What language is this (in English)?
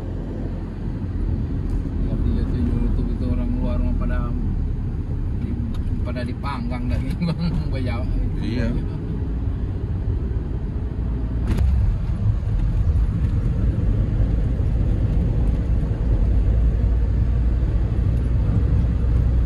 Indonesian